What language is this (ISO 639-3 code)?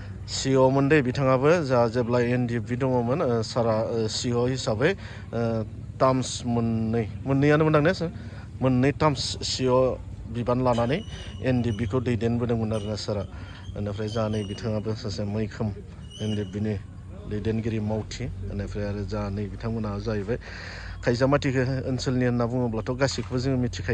brx